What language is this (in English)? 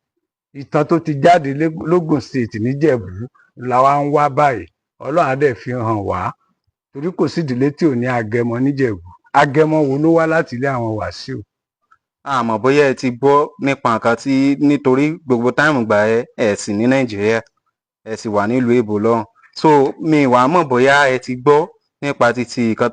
Yoruba